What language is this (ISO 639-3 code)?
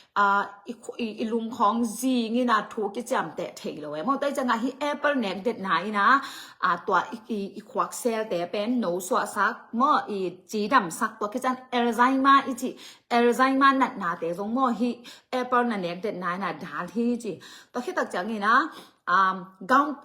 ctd